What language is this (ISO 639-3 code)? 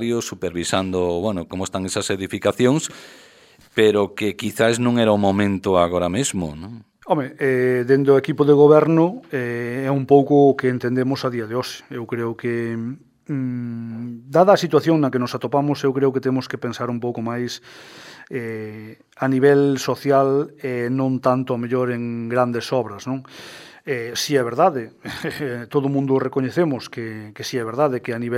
glg